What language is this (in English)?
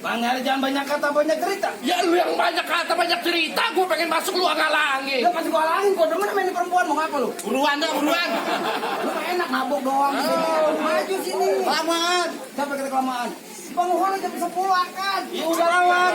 Betawi